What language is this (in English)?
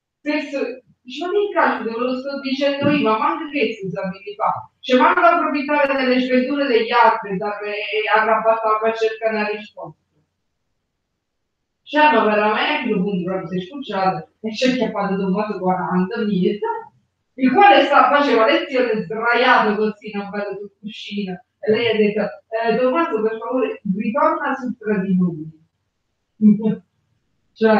Italian